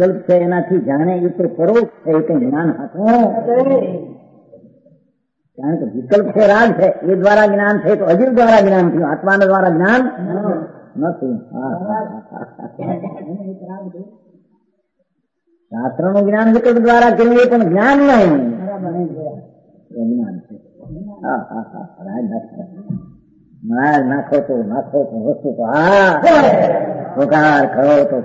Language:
Gujarati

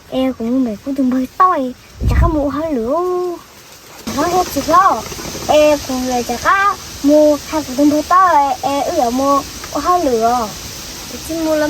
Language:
Hmong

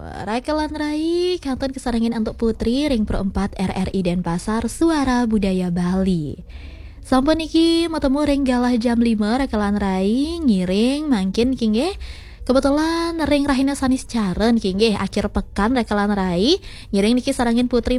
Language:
Balinese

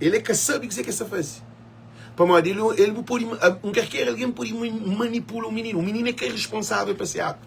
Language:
Kabuverdianu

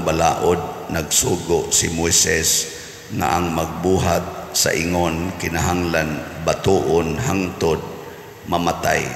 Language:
Cebuano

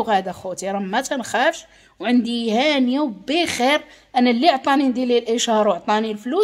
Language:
Moroccan Arabic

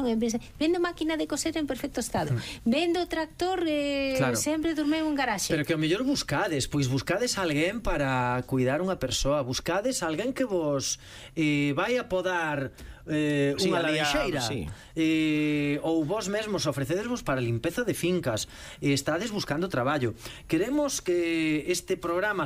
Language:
Galician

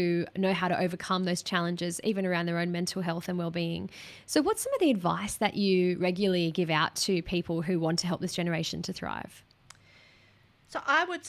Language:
English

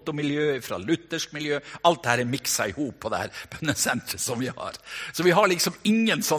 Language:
Norwegian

